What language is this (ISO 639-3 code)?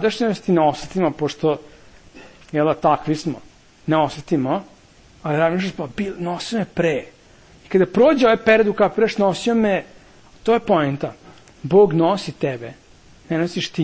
srp